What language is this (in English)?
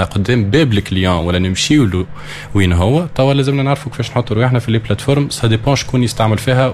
Tunisian Arabic